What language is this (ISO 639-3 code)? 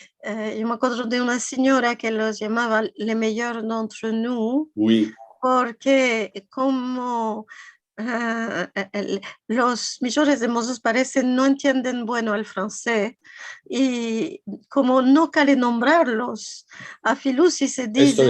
lad